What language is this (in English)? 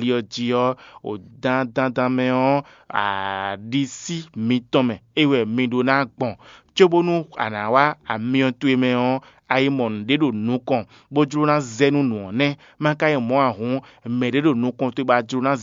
Fon